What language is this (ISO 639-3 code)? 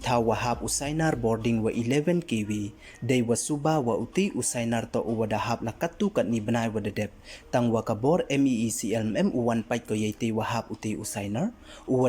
pbv